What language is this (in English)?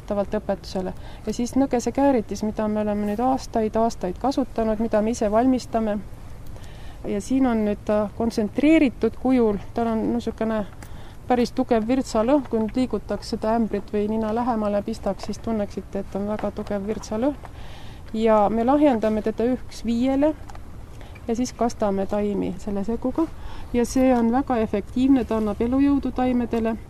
Estonian